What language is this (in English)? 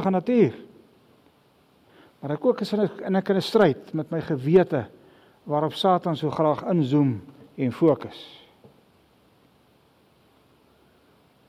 Afrikaans